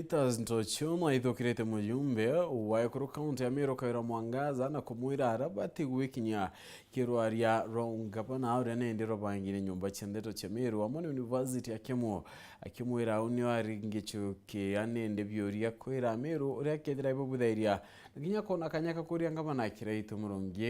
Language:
Meru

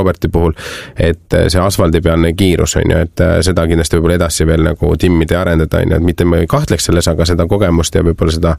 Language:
Estonian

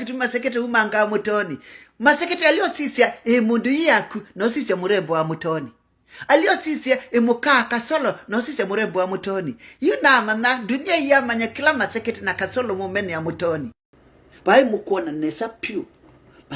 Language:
Kamba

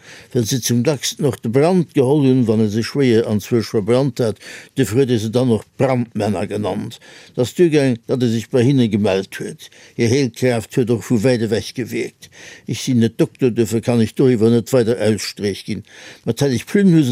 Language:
Luxembourgish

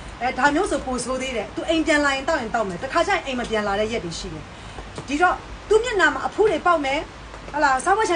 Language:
Burmese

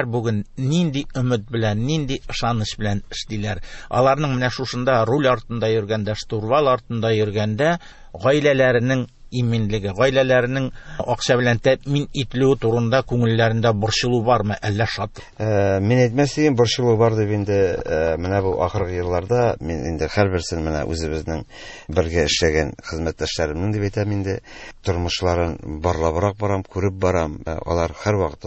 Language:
Tatar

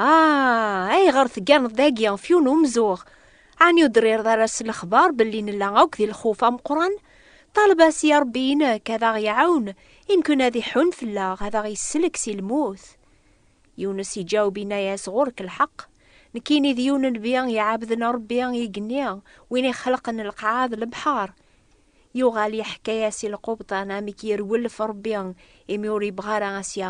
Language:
Kabyle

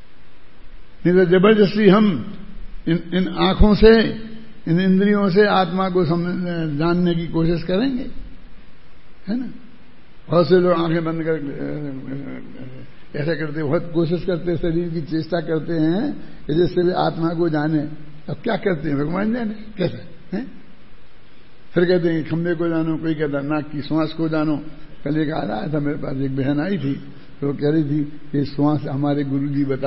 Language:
Hindi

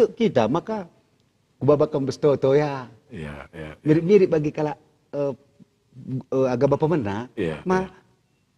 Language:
Batak Karo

